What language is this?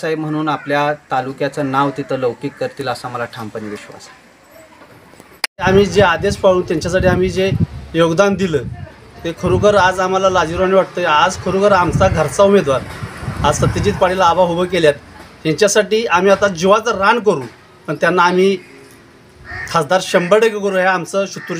Marathi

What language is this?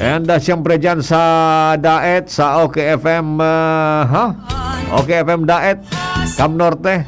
Bikol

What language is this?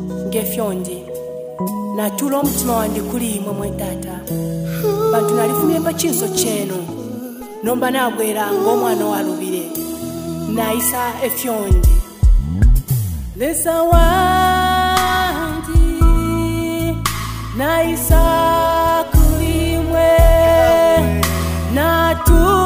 Bemba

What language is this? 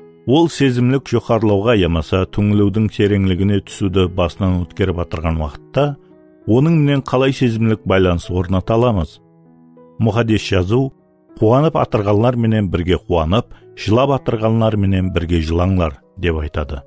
Kara-Kalpak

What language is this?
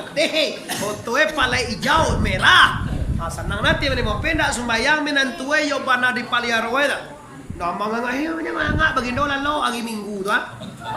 Minangkabau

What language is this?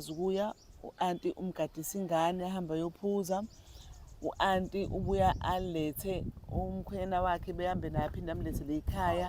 Zulu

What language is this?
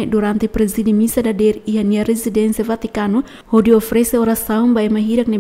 Tetum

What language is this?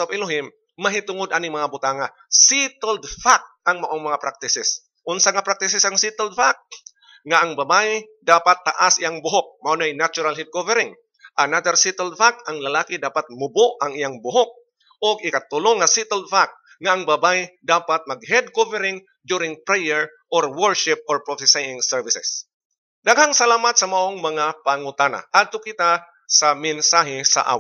Cebuano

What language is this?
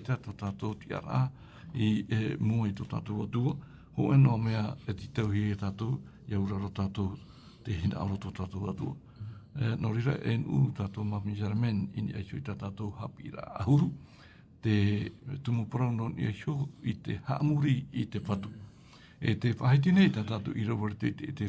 Tahitian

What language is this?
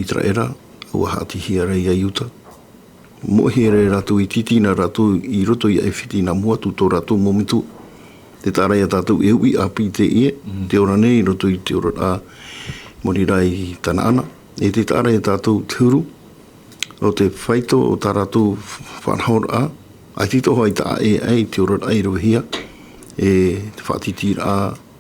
Tahitian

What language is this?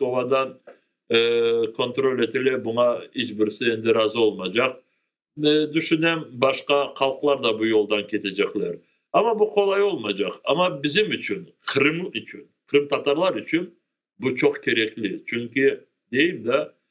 Crimean Tatar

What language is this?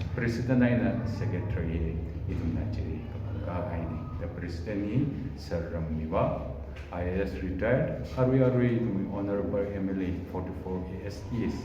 Tangkhul Naga (India)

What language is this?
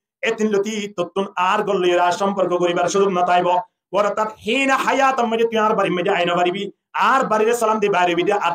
Rohingya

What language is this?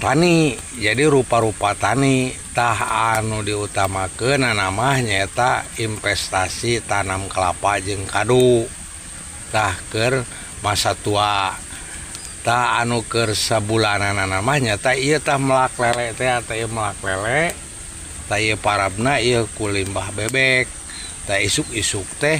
Sundanese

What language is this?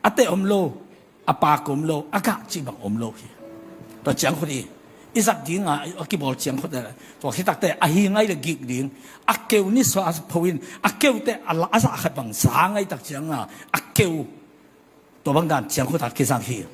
Tedim Chin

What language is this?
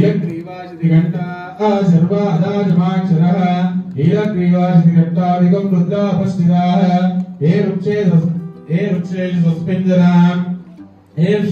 Sanskrit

